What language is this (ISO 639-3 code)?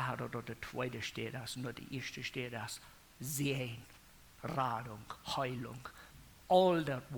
pdt